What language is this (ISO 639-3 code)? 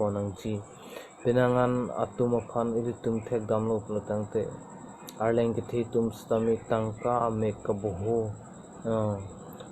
mjw